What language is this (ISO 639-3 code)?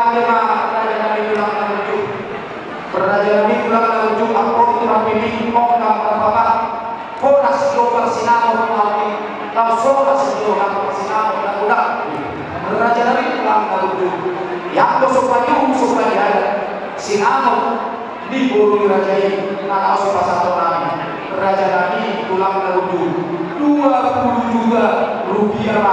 bbc